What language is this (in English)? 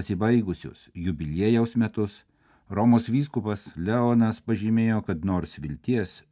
Lithuanian